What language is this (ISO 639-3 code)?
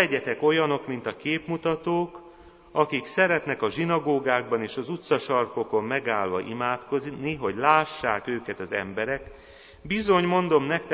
hun